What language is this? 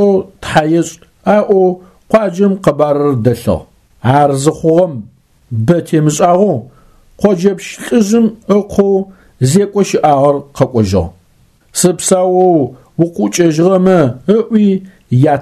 Adyghe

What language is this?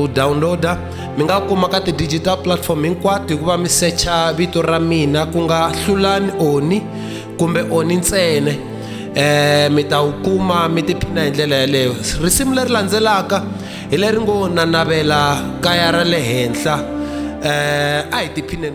Tsonga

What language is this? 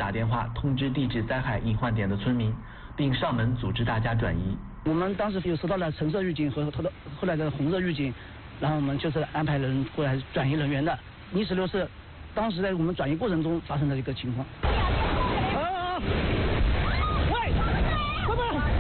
Chinese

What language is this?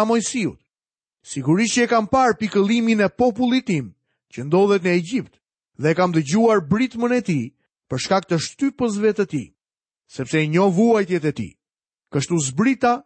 Albanian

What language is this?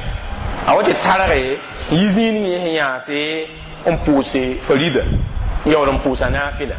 Mossi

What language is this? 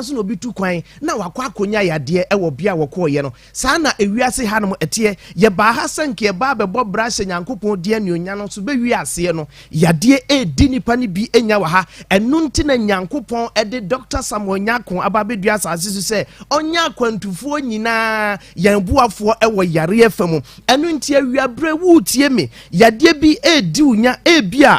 Akan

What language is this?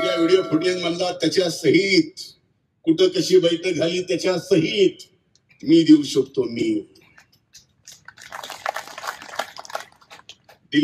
Marathi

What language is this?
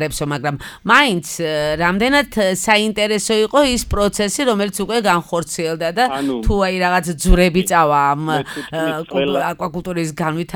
Georgian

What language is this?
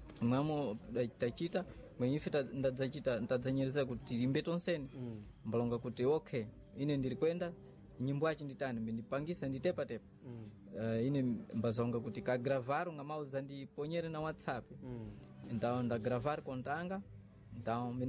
Sena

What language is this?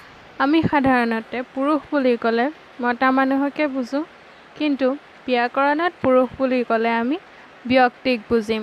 Assamese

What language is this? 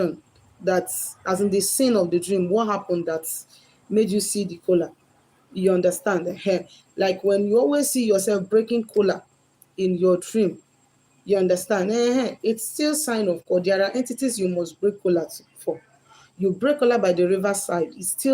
Igbo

